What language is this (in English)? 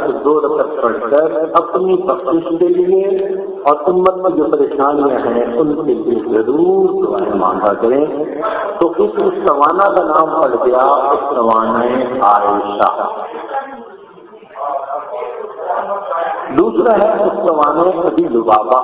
Urdu